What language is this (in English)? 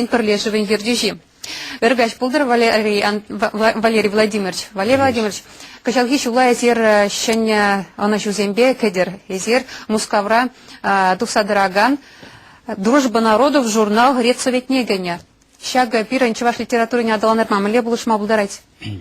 Chuvash